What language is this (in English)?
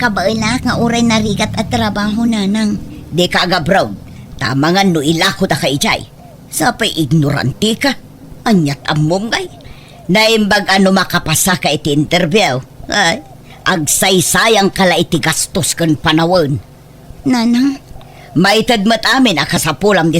Iloko